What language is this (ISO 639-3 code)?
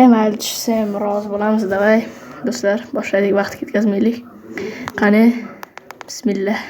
uzb